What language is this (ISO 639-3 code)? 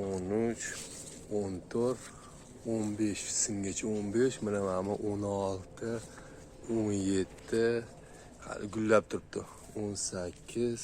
uzb